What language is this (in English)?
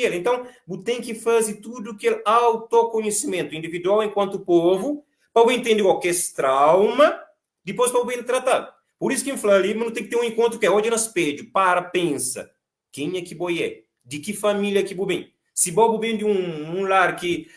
Kabuverdianu